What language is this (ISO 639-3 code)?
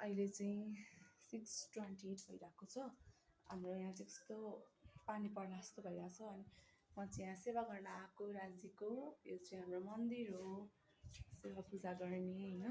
nep